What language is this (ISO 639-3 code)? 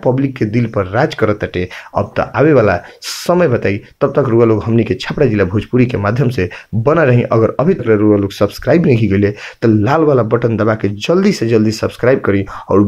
bho